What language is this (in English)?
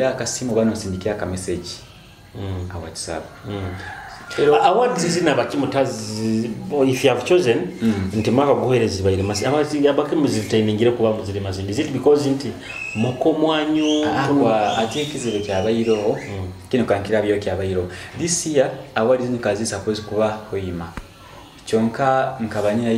Nyoro